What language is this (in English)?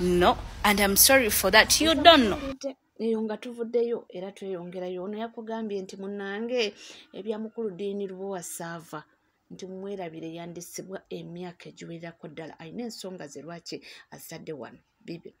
Ganda